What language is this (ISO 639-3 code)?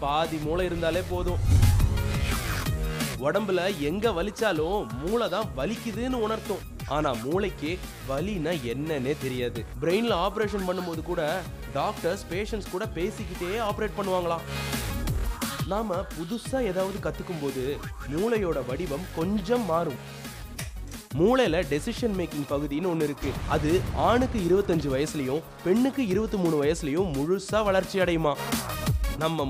tam